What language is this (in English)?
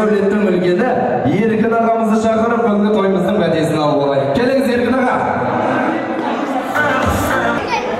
Kazakh